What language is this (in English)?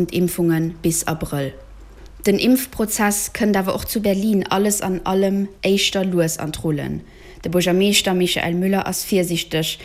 Luxembourgish